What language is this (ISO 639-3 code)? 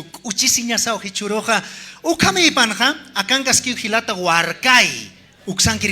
aym